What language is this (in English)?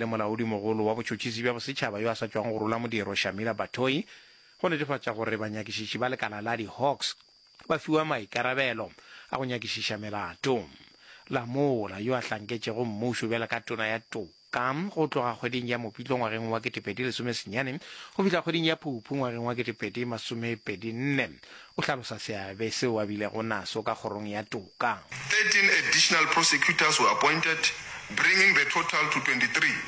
Northern Sotho